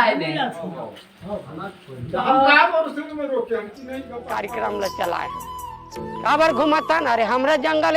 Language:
Chhattisgarhi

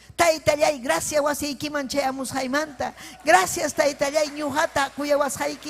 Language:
Ayacucho Quechua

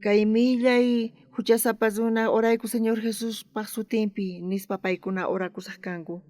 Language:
South Bolivian Quechua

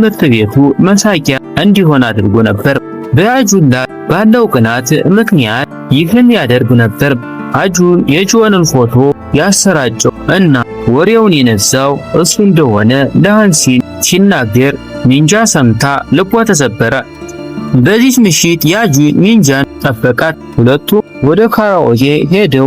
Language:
Amharic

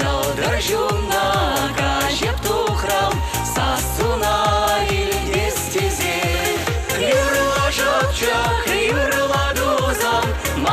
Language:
Chuvash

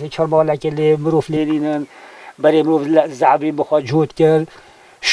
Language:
Kurdish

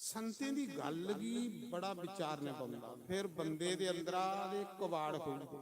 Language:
Dogri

